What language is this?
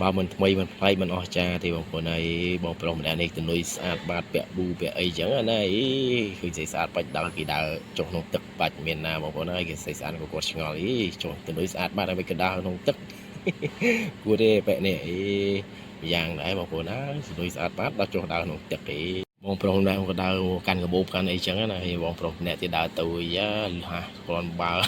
Khmer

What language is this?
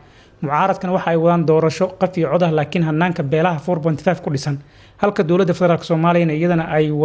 Somali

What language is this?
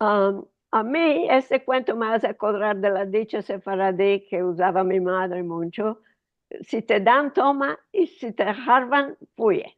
Ladino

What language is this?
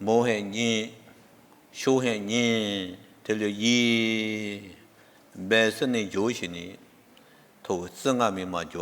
Lisu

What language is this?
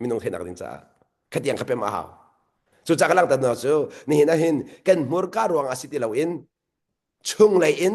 Hakha Chin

